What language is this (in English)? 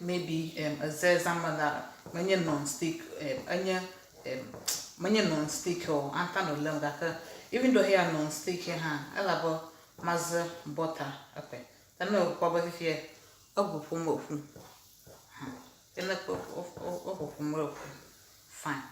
Ewe